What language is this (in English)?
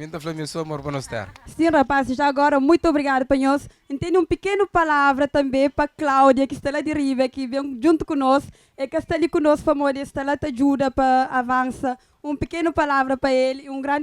Kabuverdianu